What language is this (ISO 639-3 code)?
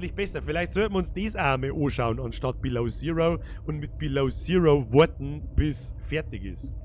bar